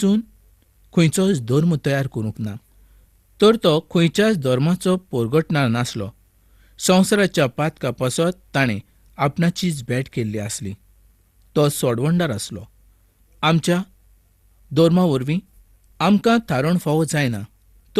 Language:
Konkani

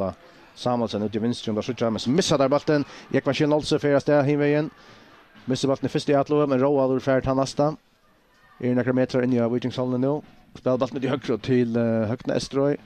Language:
Faroese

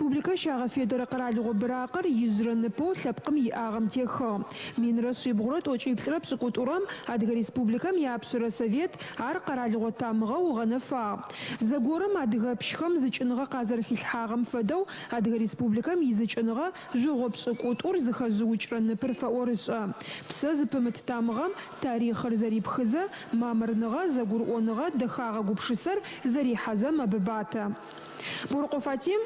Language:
Adyghe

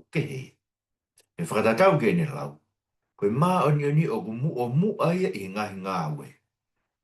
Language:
Tongan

